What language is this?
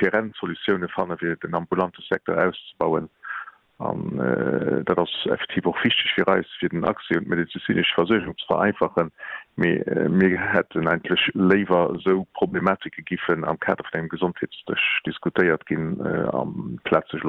Luxembourgish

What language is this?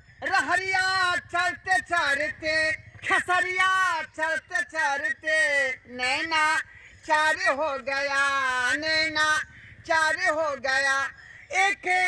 Maithili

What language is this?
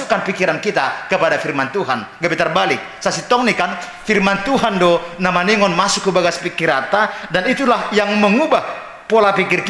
Batak Simalungun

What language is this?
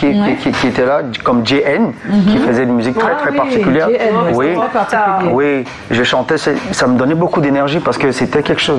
French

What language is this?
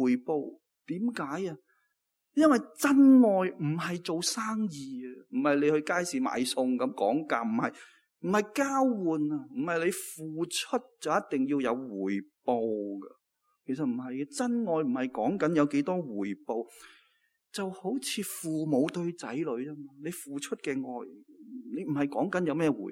Cantonese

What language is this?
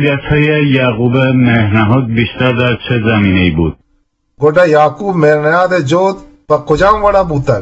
Eastern Balochi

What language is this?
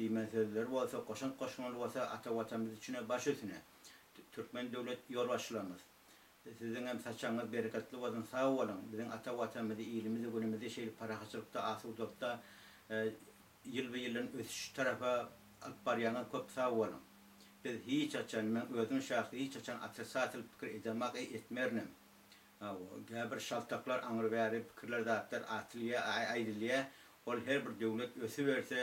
Turkmen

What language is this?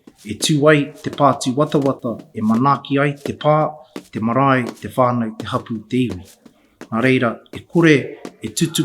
Māori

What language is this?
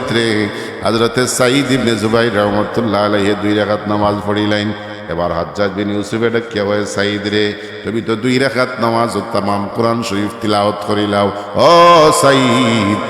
Sylheti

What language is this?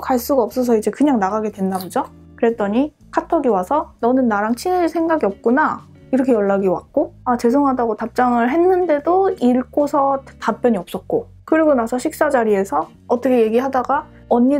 Korean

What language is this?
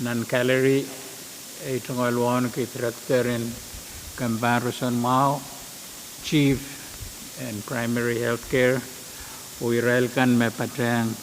Pohnpeian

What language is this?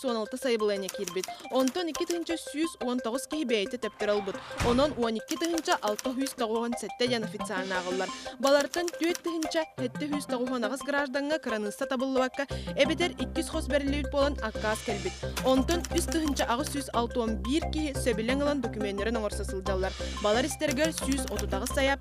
Yakut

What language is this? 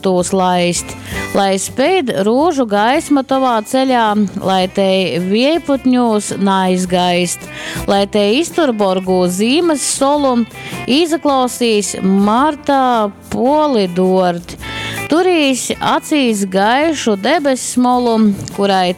Latgalian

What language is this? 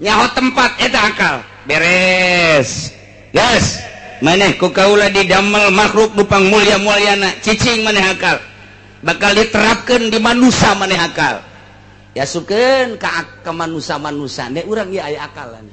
Sundanese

